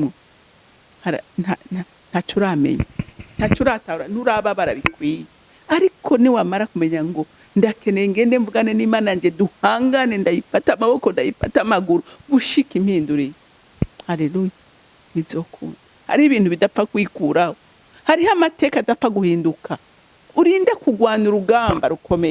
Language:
Rundi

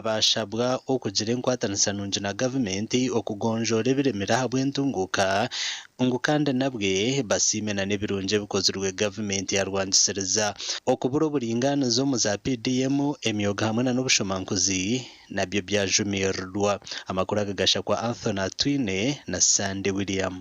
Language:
Nyankole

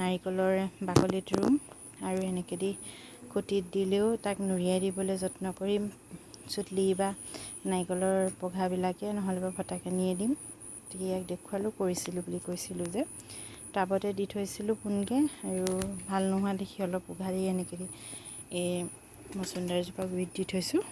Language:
Assamese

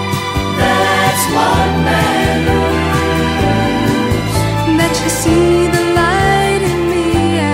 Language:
English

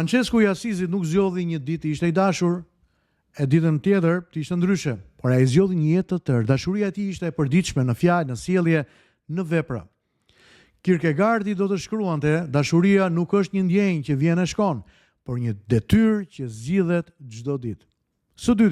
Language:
Albanian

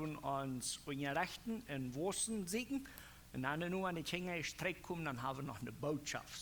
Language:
Plautdietsch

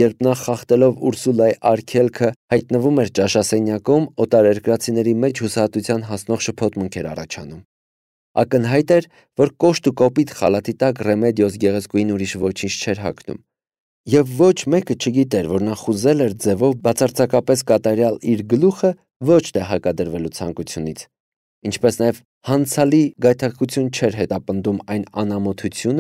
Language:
Armenian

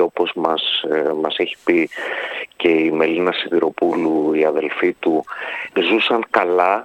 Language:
Greek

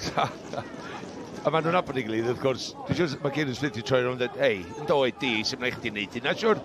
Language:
Welsh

